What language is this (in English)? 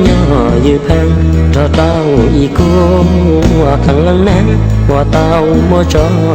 Hmong